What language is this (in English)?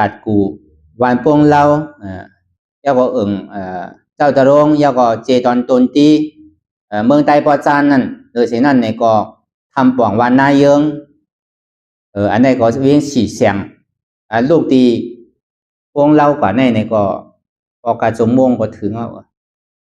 Shan